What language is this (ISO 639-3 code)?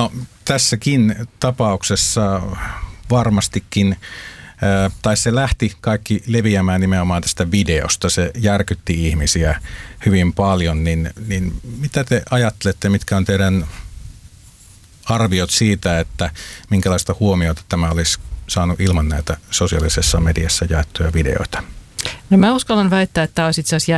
fin